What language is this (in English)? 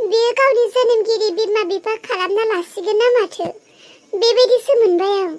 Bodo